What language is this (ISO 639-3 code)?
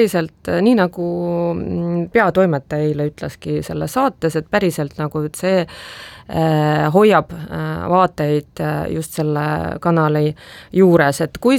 est